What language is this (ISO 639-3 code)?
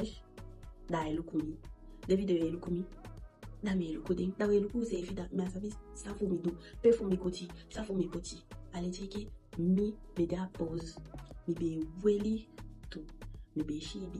djk